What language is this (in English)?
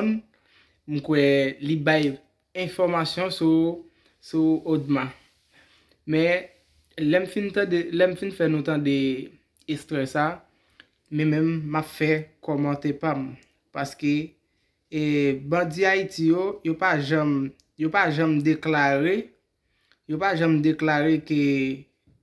Haitian Creole